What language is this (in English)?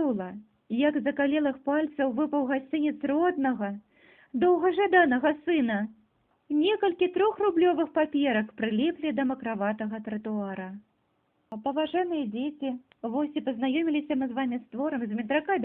Belarusian